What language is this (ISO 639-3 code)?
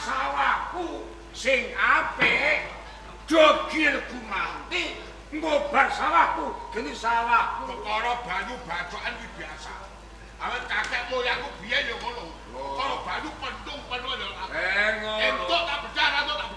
jav